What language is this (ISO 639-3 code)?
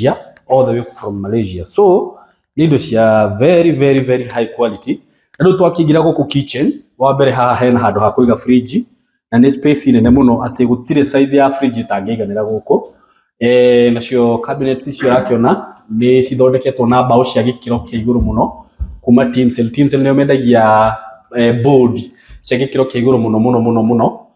kik